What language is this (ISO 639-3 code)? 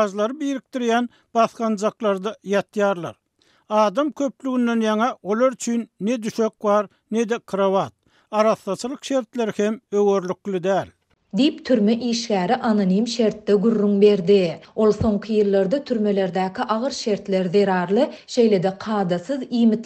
tuk